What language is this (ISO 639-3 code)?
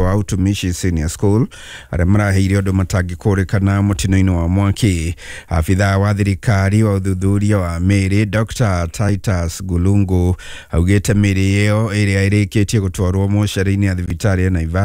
kik